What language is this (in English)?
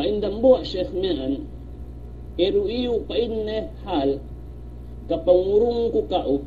Yakan